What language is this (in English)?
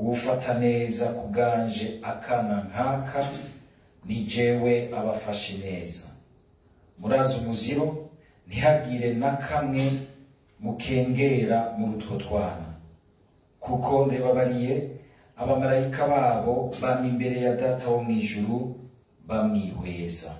Rundi